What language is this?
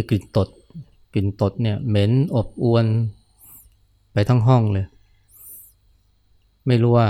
Thai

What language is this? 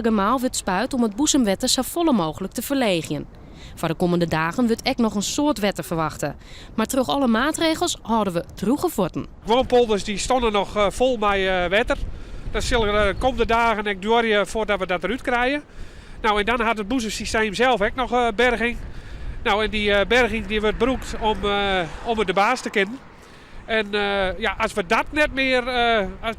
Western Frisian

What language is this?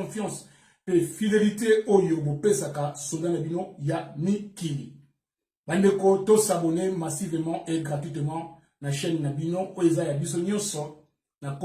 Lingala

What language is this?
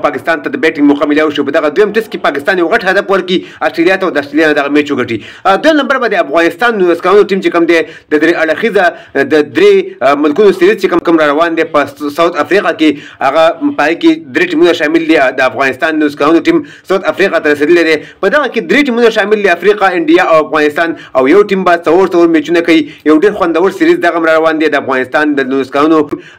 Pashto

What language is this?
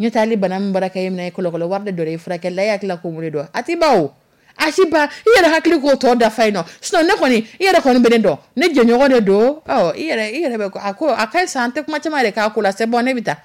Dyula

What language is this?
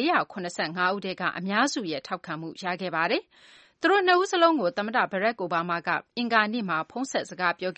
Burmese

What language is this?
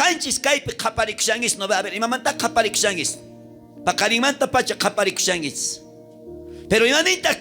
South Bolivian Quechua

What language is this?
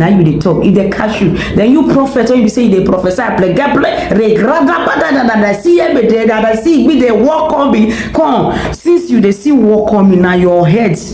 Nigerian Pidgin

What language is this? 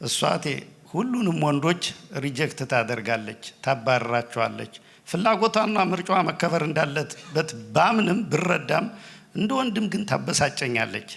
Amharic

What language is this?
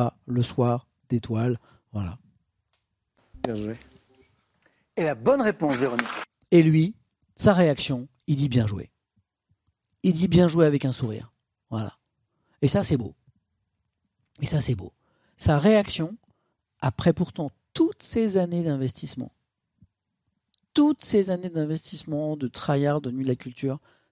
French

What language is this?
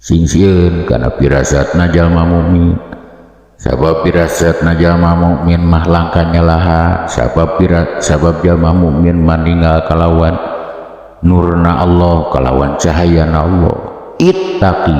Sundanese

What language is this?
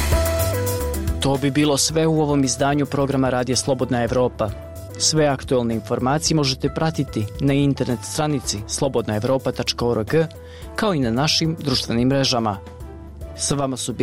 Bosnian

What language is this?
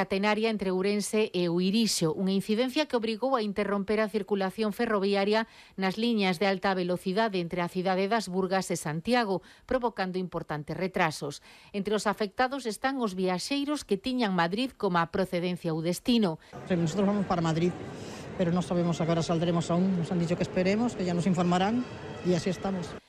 Galician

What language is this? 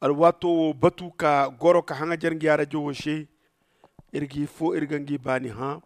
Zarma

